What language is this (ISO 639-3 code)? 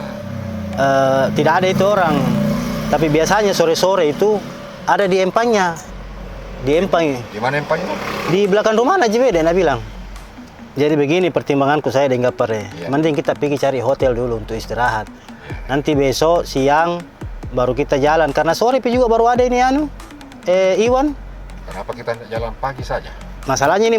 mfp